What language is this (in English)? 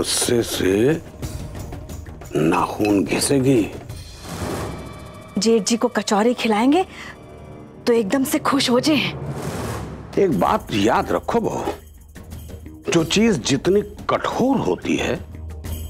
Hindi